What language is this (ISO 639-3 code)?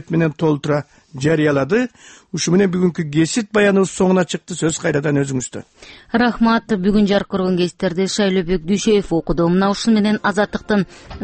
kir